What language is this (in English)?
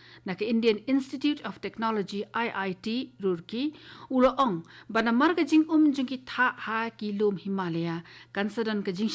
Khasi